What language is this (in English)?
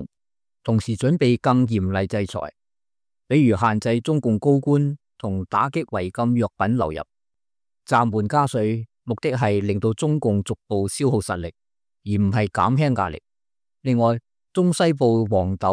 Cantonese